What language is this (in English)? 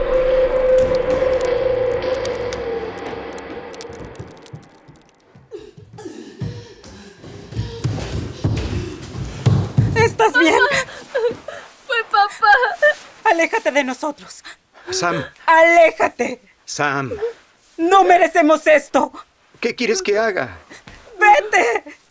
Spanish